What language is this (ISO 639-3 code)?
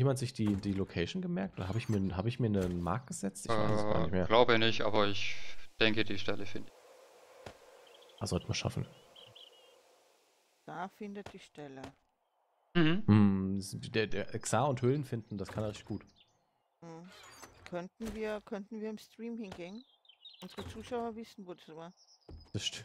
deu